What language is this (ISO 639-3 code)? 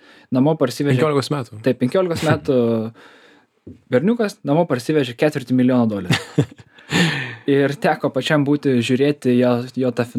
lit